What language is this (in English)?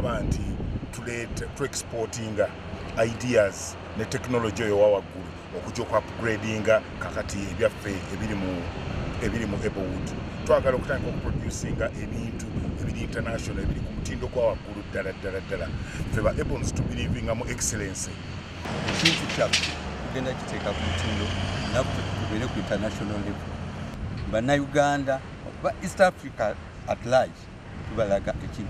Ganda